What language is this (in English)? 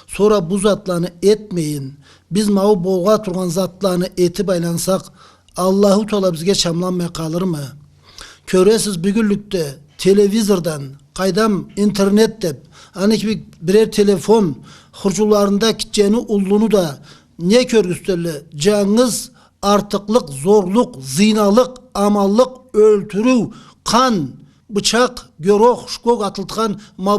Karachay-Balkar